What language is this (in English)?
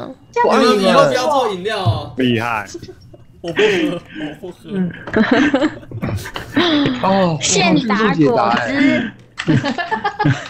Chinese